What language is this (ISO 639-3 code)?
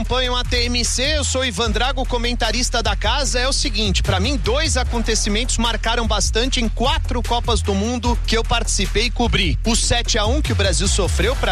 por